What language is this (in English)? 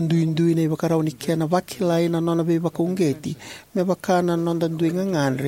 Fijian